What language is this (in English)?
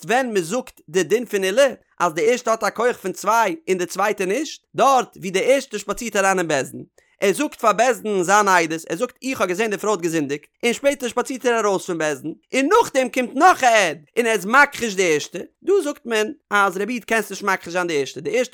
Yiddish